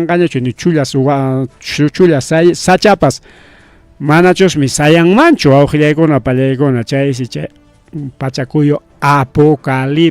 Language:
Ayacucho Quechua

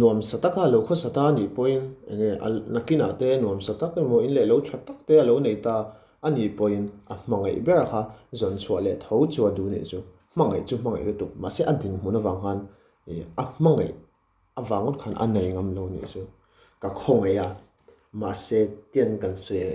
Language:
Mizo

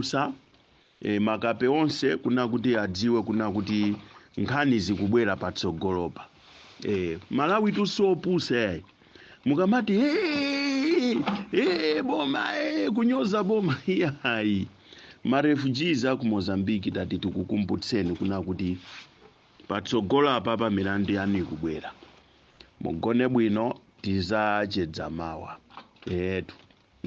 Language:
Nyanja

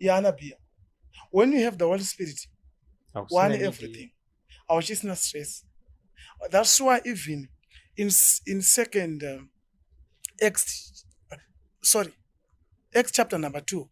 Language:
Shona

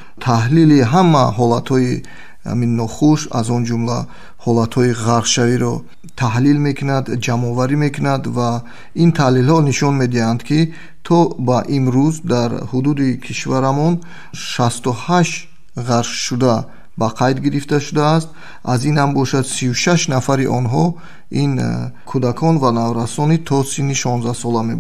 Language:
Tajik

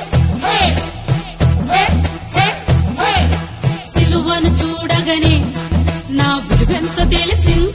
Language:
Telugu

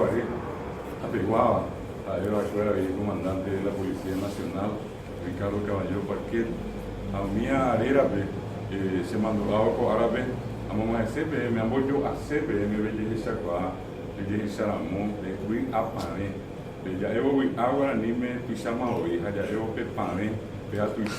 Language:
Guarani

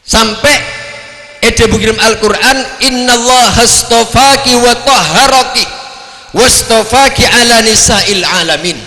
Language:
Madurese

